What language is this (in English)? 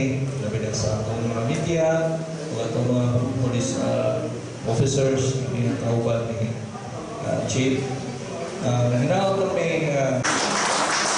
Cebuano